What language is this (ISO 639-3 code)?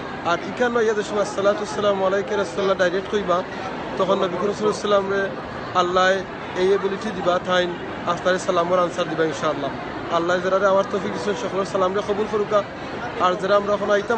syl